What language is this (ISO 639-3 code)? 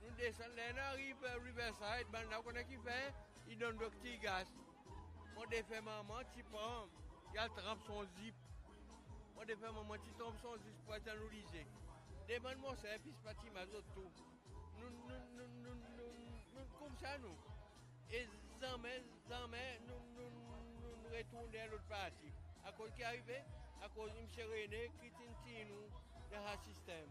crs